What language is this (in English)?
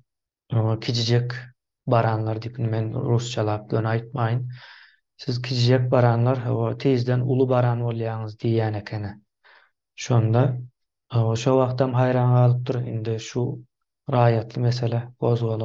Turkmen